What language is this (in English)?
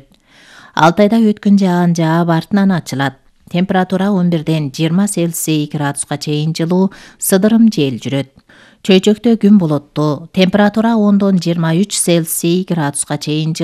Kyrgyz